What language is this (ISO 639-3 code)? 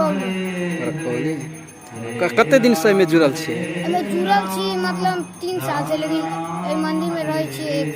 mai